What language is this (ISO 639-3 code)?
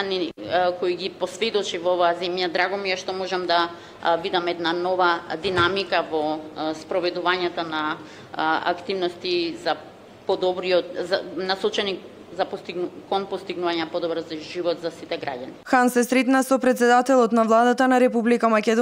mkd